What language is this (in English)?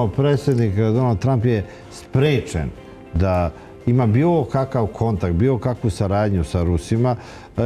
Serbian